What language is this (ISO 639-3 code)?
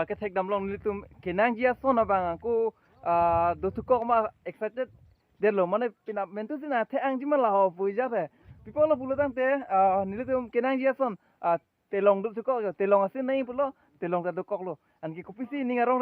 mjw